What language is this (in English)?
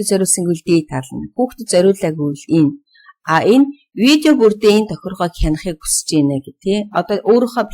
Mongolian